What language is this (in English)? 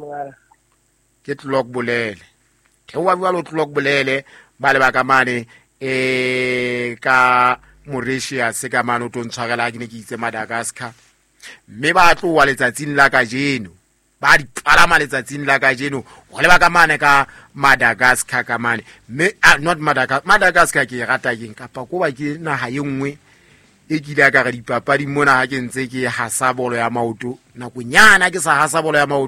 Southern Sotho